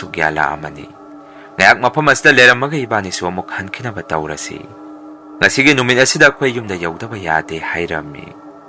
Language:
Manipuri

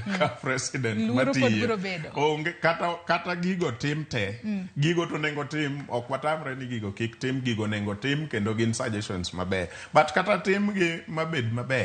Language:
Luo (Kenya and Tanzania)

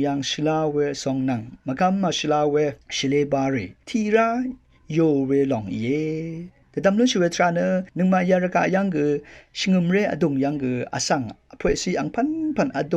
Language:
Rawang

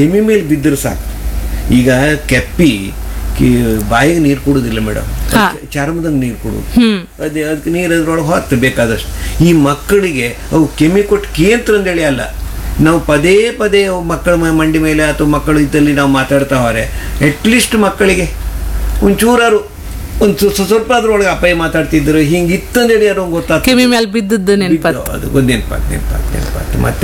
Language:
Kannada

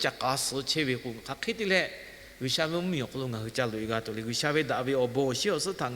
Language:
Lahu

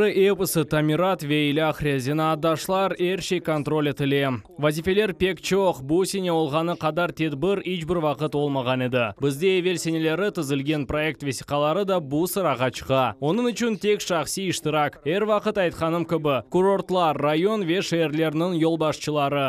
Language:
Crimean Tatar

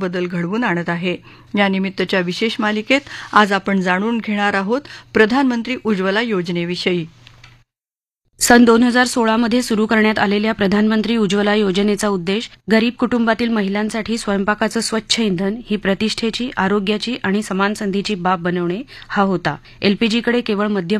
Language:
Marathi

